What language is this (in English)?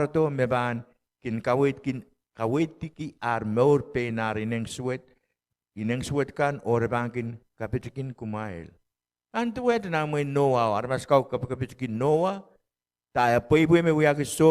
Pohnpeian